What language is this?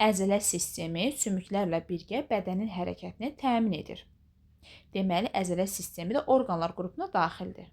Azerbaijani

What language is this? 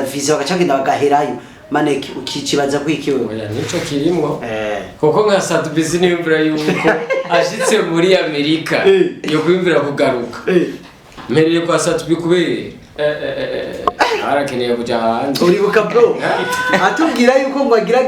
Rundi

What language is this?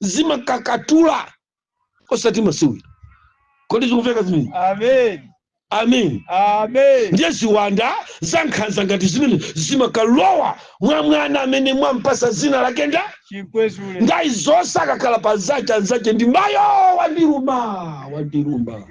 Nyanja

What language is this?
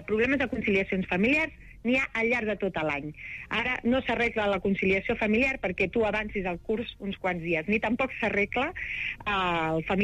Catalan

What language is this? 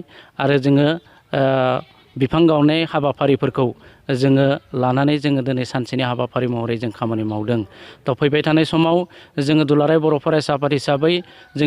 Bodo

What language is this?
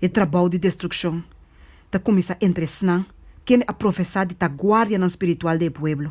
Papiamento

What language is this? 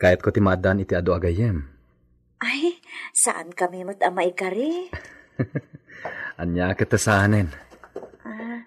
Iloko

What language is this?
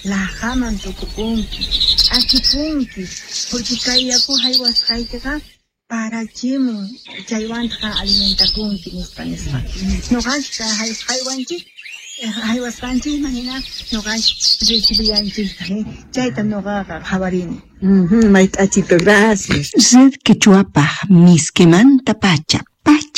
Quechua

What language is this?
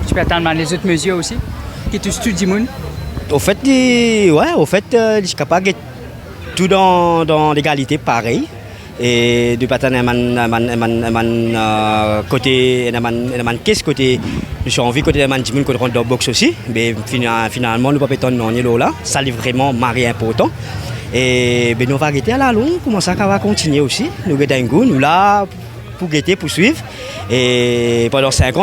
Morisyen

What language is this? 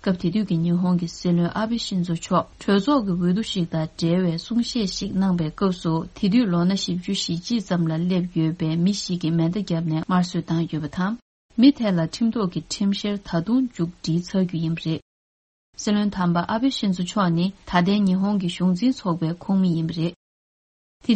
Tibetan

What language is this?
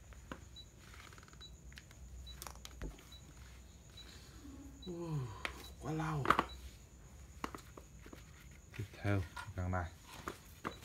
Vietnamese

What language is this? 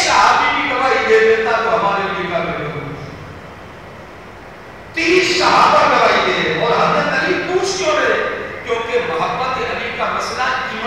Urdu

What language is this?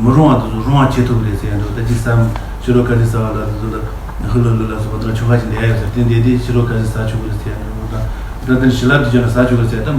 Tibetan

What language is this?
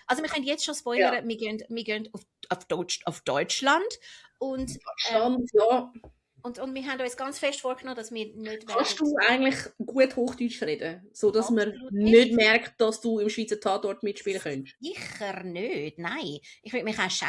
Swiss German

